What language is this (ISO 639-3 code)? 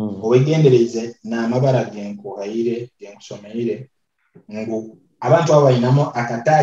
nyo